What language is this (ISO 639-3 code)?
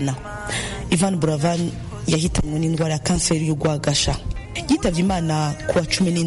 kin